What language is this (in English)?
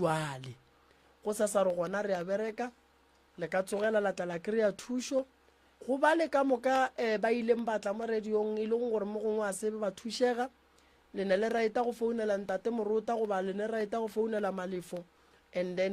Northern Sotho